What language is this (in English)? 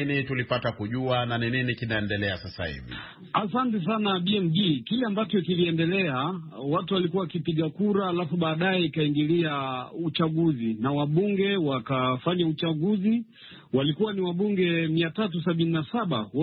Swahili